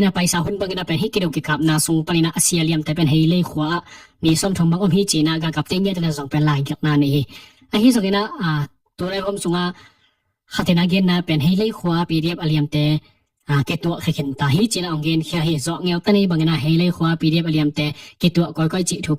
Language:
Tedim Chin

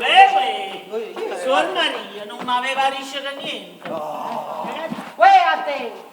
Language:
Neapolitan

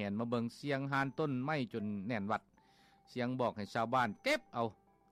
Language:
Lao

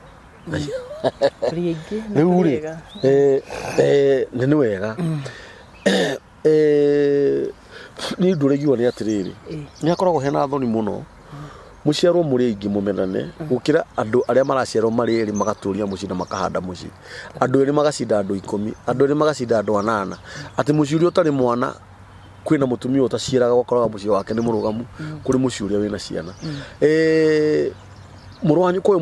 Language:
Kikuyu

